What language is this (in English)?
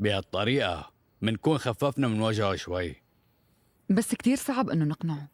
North Levantine Arabic